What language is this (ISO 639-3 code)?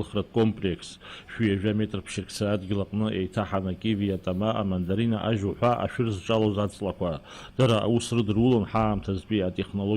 abk